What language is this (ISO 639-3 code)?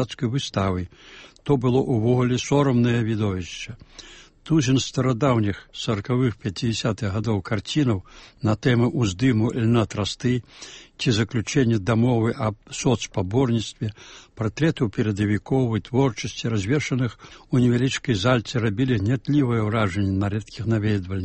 bel